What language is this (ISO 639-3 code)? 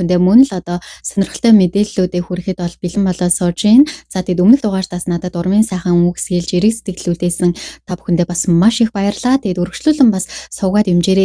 mon